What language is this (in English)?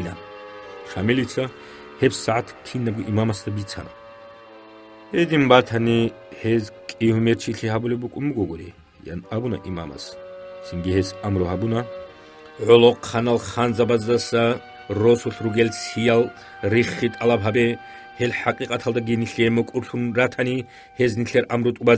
Avaric